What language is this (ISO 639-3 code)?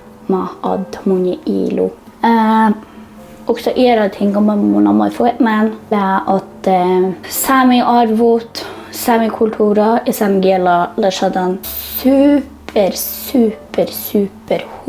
sme